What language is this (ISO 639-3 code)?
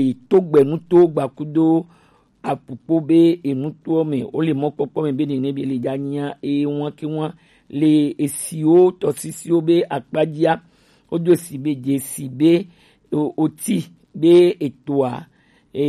gej